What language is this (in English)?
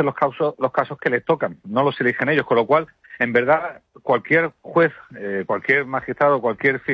Spanish